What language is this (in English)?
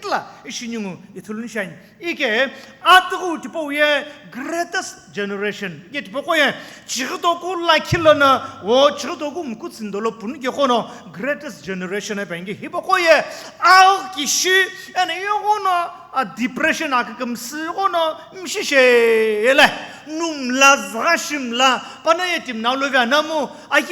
Sumi Naga